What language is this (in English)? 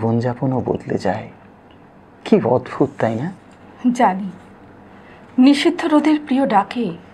Bangla